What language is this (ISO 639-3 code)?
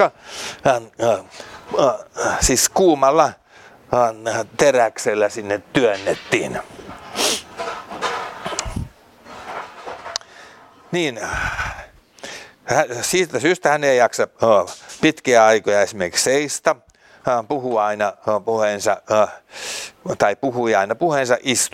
fin